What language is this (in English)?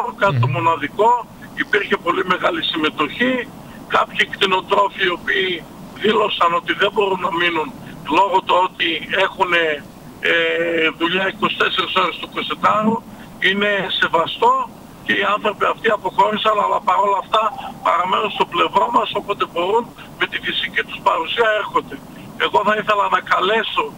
Greek